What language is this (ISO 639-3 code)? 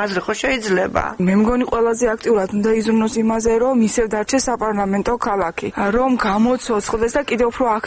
kat